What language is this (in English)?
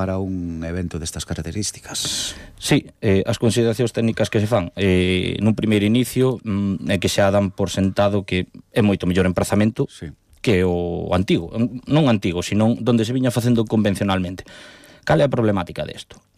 Galician